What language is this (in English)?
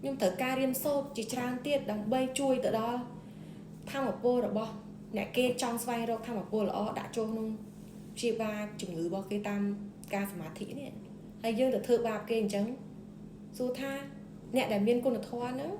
Khmer